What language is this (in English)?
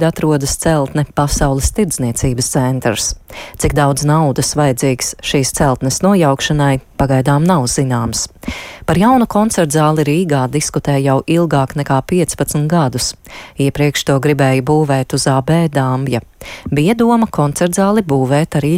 Latvian